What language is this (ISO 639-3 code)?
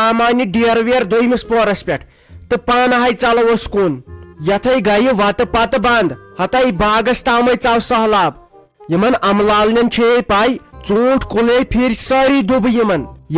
kas